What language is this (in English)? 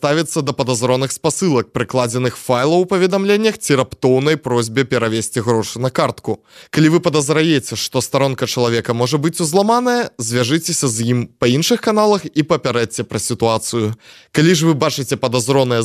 Belarusian